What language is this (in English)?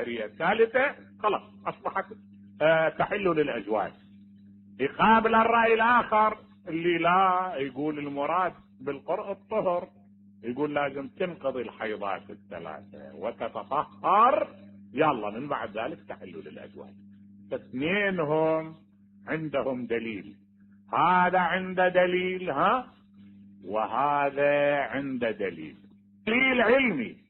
Mesopotamian Arabic